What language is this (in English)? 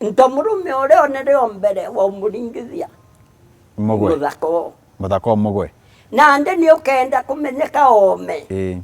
Meru